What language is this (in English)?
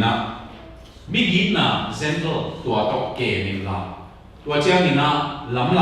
Tedim Chin